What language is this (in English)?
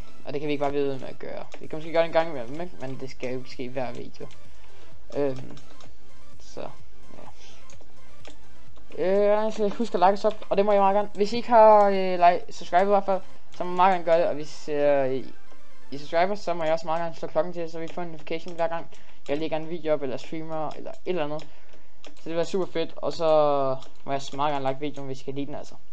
Danish